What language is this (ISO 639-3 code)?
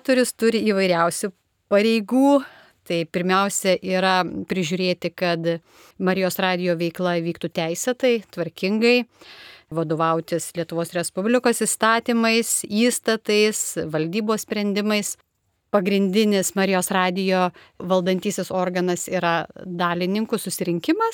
lit